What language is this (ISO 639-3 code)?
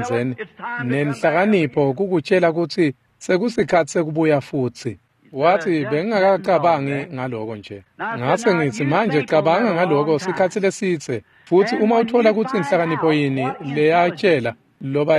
ssw